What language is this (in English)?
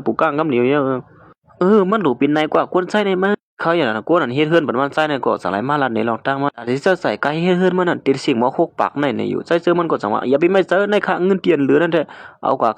Shan